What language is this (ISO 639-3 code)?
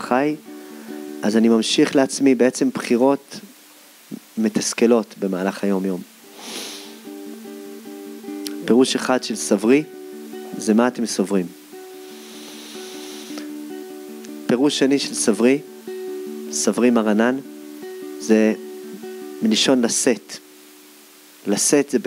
heb